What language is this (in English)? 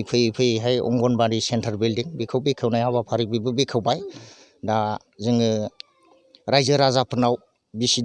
Bodo